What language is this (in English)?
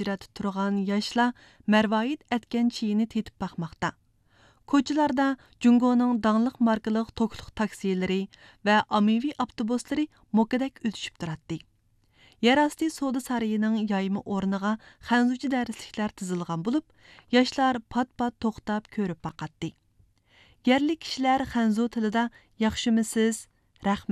Uyghur